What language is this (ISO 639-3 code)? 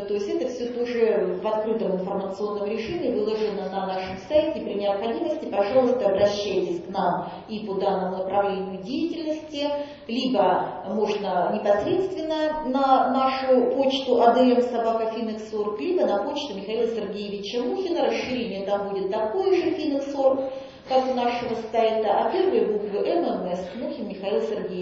rus